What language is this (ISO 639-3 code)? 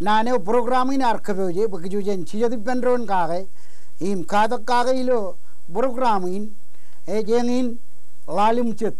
mah